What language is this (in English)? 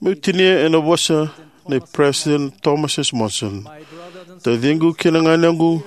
Fijian